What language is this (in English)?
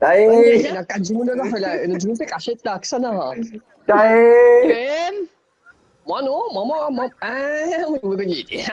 Morisyen